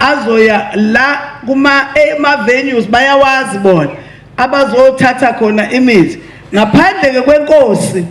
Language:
Zulu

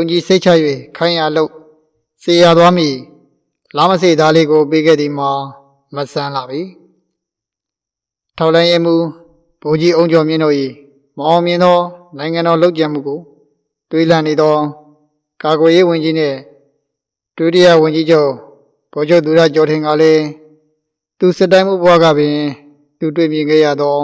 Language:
Burmese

